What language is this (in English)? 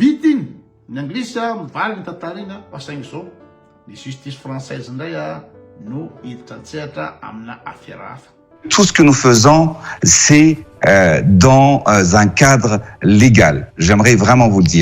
Malagasy